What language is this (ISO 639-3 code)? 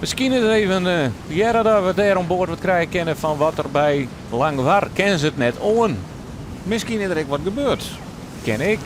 fry